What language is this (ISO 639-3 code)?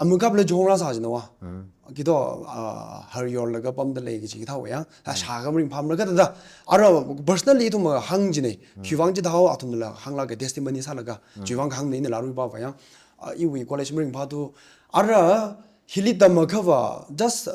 nmf